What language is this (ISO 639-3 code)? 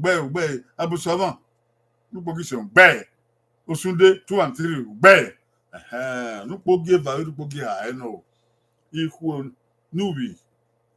bin